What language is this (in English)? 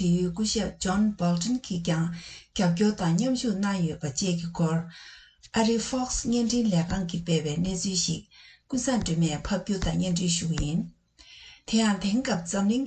Tibetan